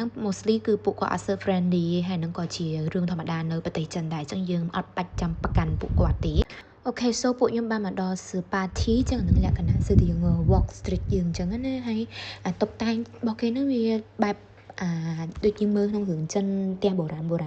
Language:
Khmer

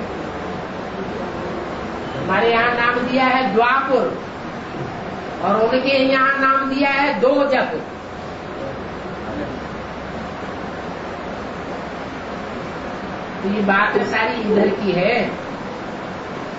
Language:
Hindi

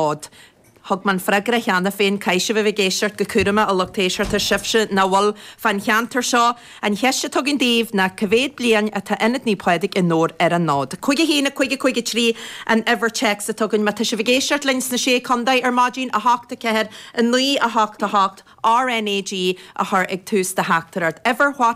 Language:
Irish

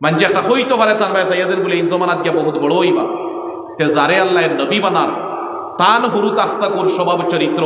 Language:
Sylheti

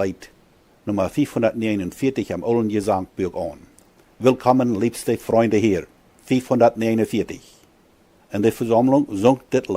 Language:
Plautdietsch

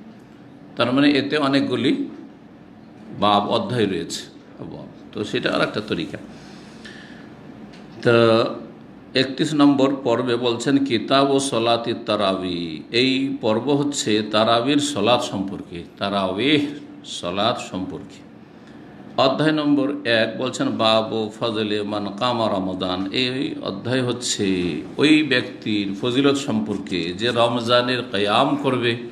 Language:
Bangla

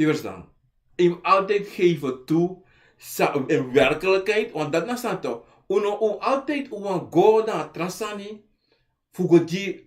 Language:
Sranan Tongo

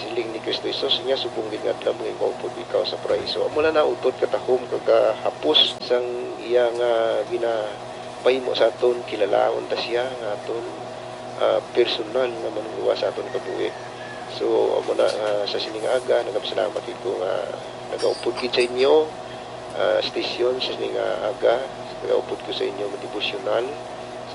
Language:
Hiligaynon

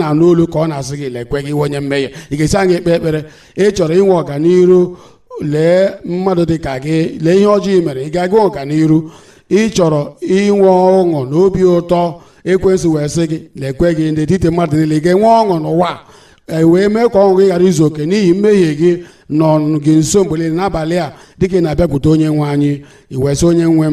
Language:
Igbo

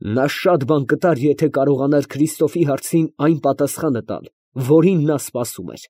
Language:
Armenian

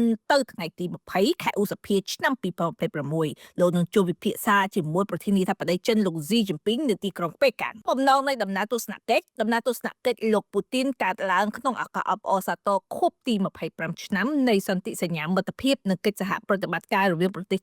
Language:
Khmer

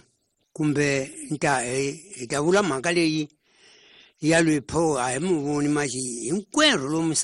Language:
Tsonga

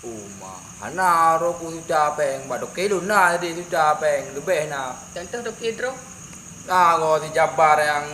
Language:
Achinese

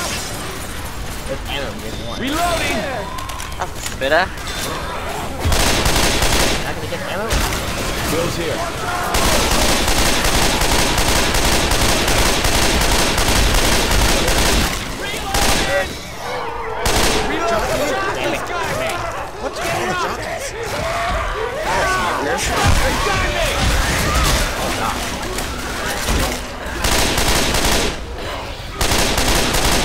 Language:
English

